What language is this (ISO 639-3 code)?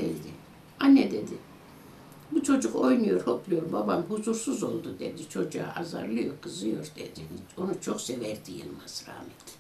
tur